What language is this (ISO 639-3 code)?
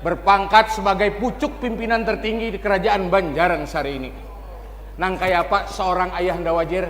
bjn